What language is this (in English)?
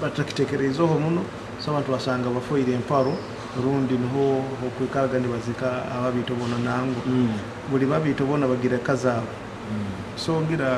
Nyoro